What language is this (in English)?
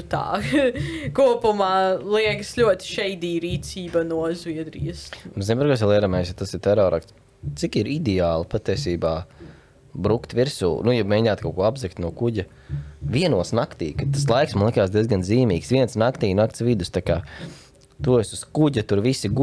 Latvian